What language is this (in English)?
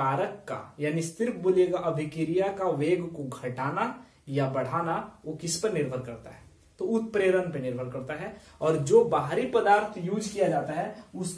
Hindi